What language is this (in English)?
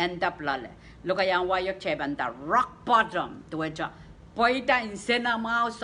Pohnpeian